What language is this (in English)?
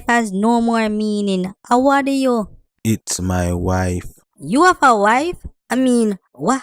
Jamaican Creole English